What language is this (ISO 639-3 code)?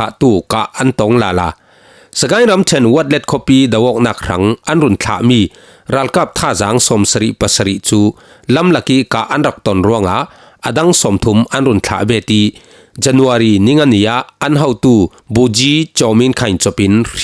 cfm